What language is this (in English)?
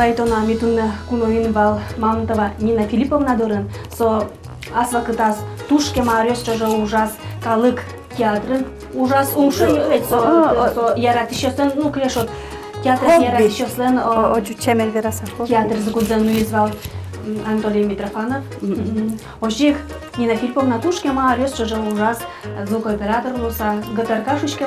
Udmurt